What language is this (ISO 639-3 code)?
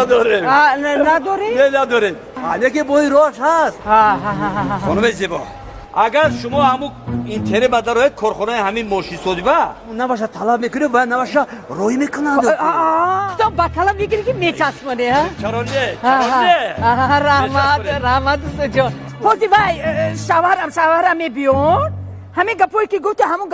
tgk